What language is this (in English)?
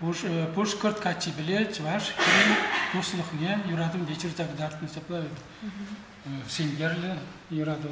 Chuvash